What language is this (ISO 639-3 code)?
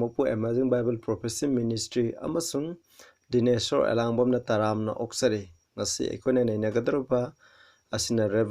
mni